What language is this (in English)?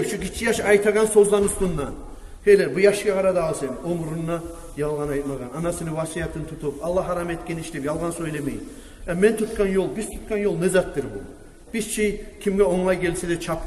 Kumyk